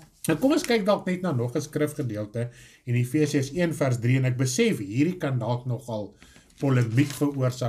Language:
Afrikaans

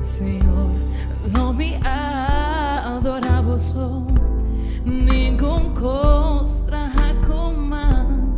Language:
Papiamento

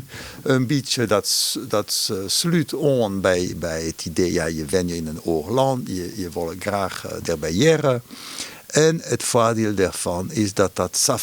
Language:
Western Frisian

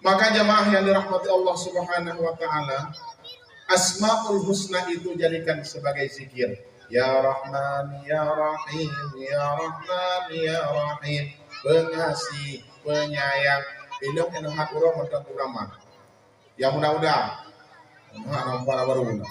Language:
Achinese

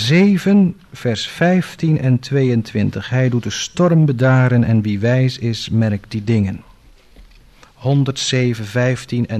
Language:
Dutch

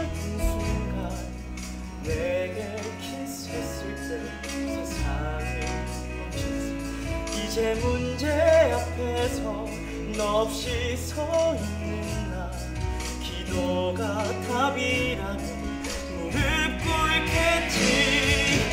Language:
Korean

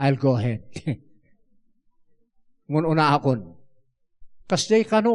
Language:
Iloko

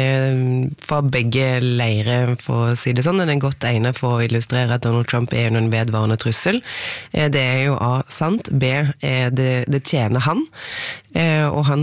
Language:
Norwegian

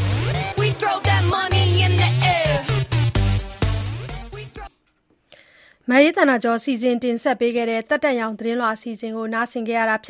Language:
Burmese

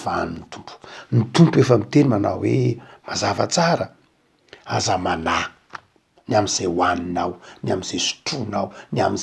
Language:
Malagasy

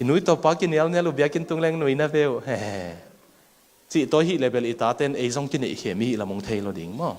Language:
Tedim Chin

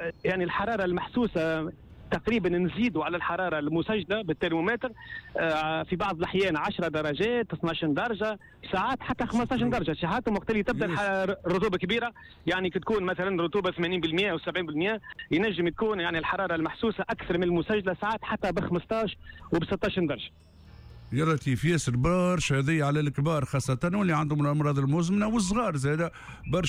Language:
Tunisian Arabic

